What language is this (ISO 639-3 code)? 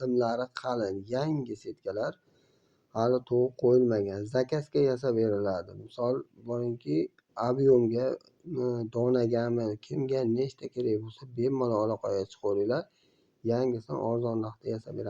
uzb